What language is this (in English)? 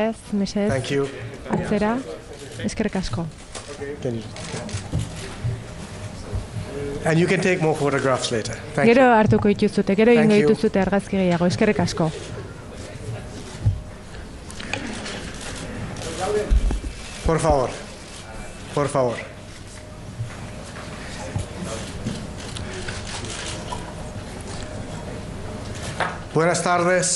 Basque